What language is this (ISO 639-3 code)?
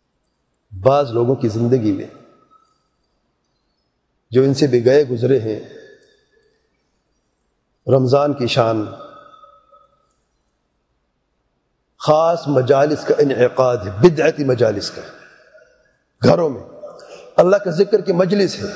urd